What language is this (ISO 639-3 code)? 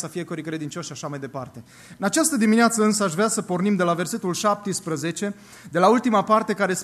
ron